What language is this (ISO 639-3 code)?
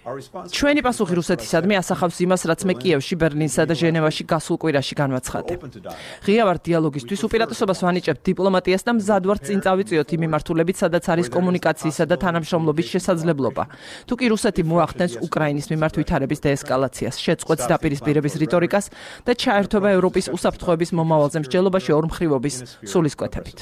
kat